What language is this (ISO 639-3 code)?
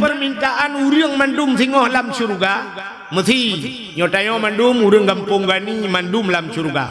ace